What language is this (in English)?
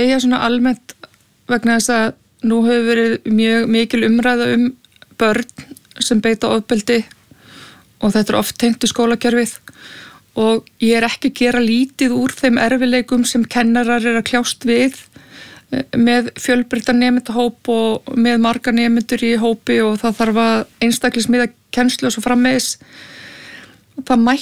Icelandic